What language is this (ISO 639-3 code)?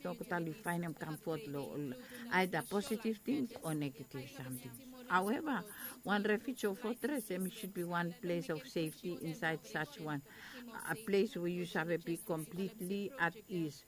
bis